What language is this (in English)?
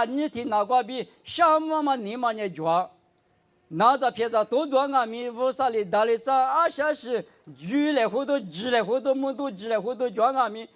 Lisu